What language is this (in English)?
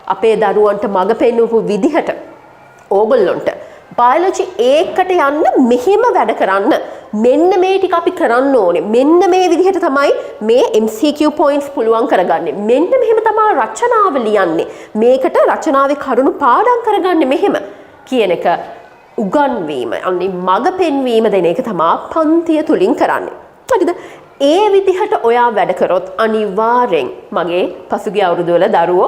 Sinhala